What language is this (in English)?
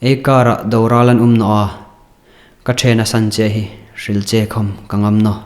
Hmar